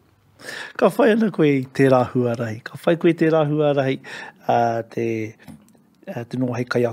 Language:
Māori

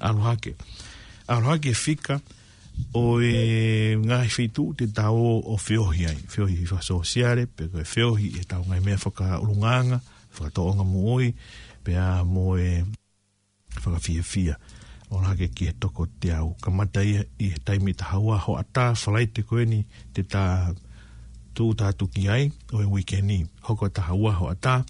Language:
Tongan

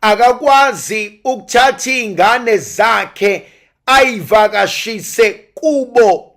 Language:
Zulu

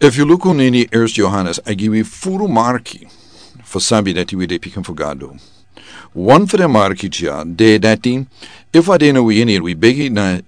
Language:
Sranan Tongo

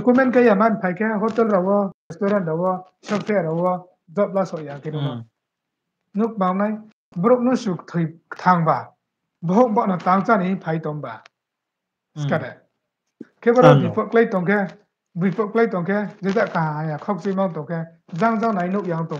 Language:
Riang (India)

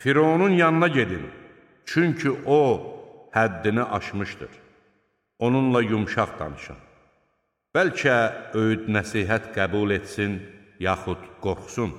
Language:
Azerbaijani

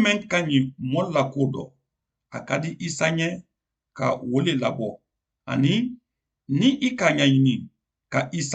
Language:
Mandingo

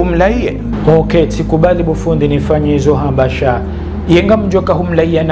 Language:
Ngazidja Comorian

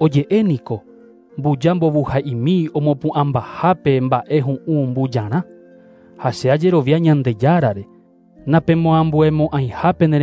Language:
Guarani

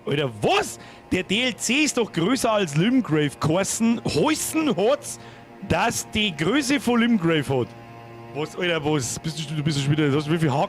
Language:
Bavarian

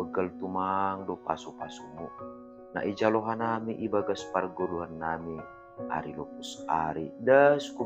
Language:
Batak Simalungun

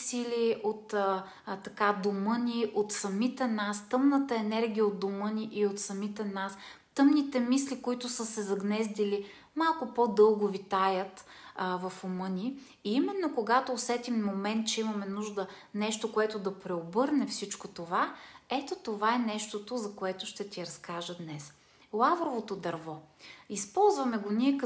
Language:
Bulgarian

